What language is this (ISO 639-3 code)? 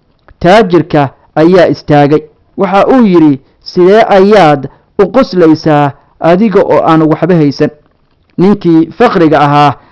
som